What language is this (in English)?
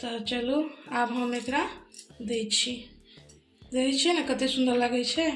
Maithili